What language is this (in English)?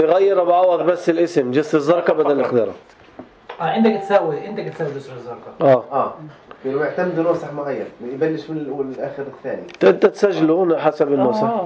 North Levantine Arabic